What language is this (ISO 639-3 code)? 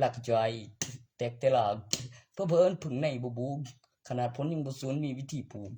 tts